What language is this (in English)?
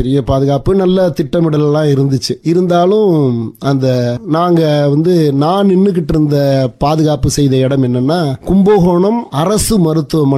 Tamil